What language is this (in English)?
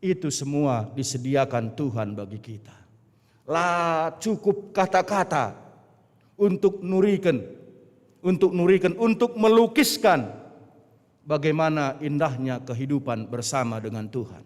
Batak Karo